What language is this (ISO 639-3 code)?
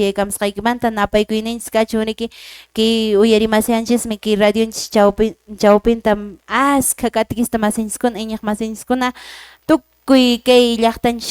que